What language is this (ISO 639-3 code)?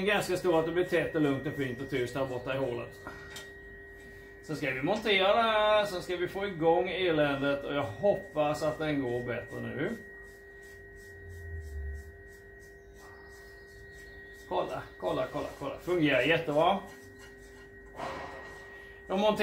swe